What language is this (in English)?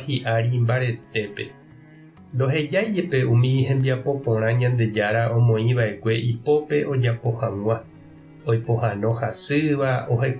Guarani